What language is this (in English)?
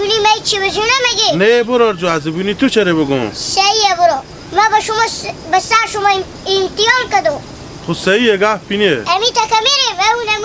Hazaragi